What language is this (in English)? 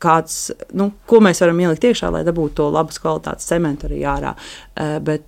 Latvian